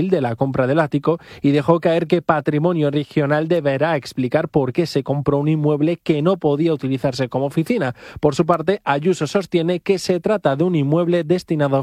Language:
Spanish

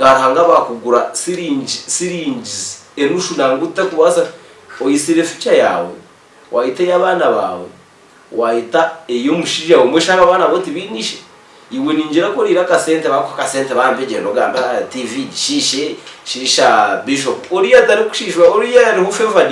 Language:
Nyankole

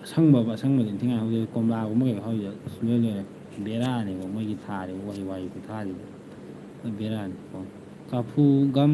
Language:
Manipuri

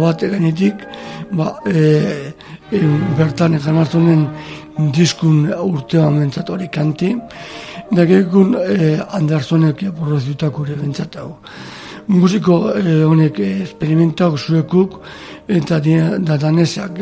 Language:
Basque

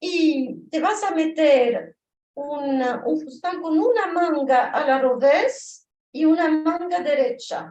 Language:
Ladino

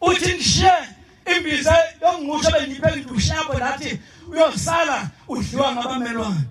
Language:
Zulu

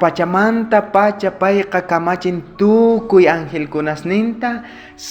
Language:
South Bolivian Quechua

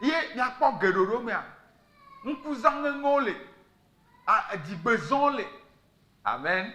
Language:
Ewe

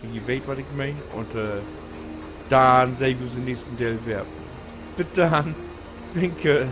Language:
Low German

